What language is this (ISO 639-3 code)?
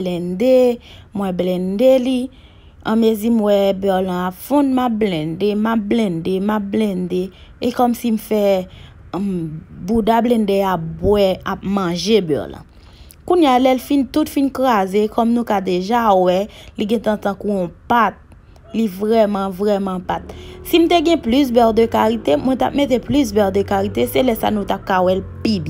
hat